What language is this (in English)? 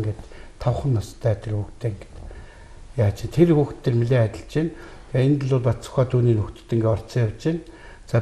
Mongolian